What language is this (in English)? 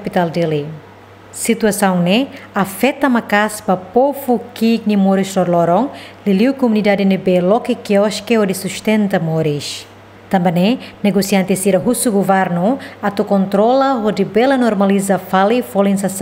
Tetum